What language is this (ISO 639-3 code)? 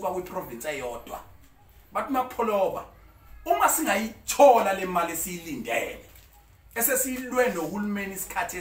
zul